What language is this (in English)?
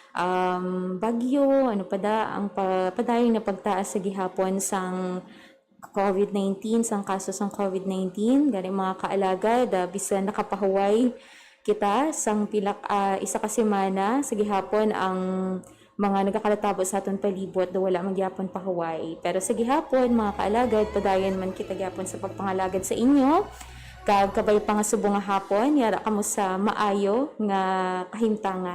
Hiligaynon